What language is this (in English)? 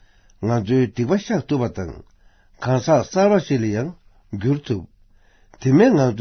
Tibetan